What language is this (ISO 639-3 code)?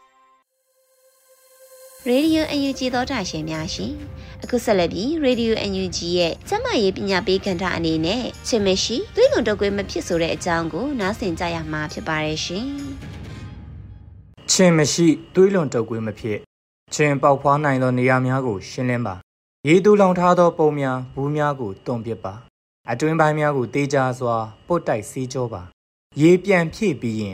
mya